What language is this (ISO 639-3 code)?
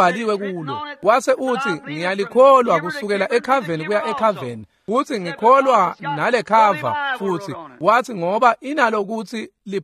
ssw